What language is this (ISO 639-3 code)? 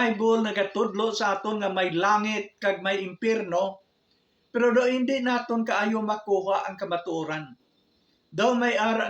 hil